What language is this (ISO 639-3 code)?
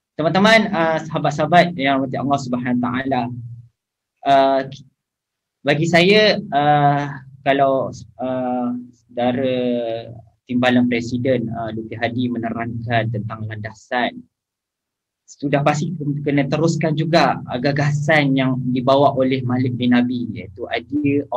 msa